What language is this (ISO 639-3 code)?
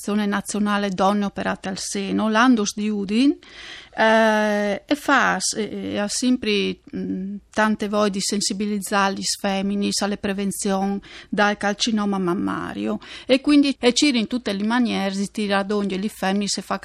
fur